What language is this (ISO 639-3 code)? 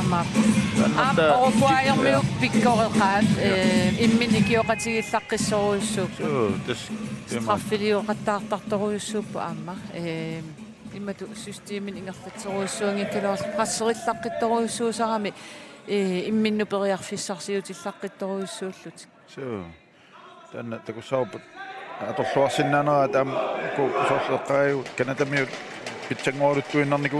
kal